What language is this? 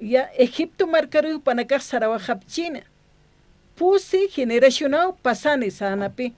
Aymara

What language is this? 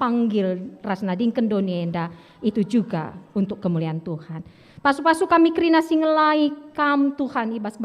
Batak Karo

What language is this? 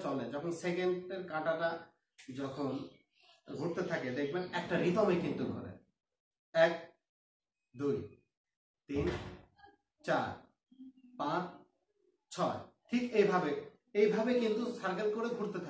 Bangla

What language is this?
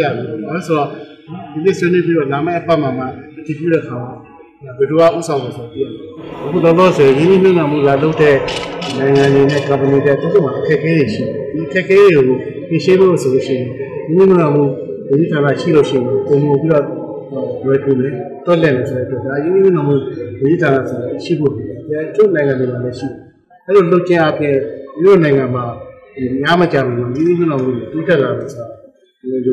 Burmese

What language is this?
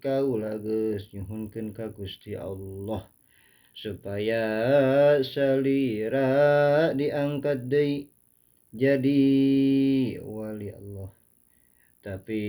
Sundanese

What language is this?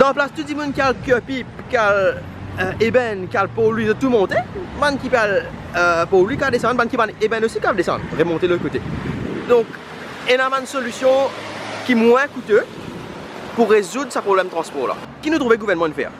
Morisyen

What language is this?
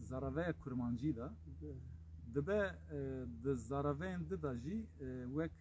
Kurdish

